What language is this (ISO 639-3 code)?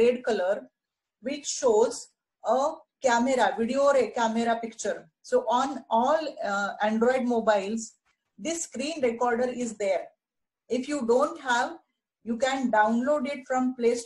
eng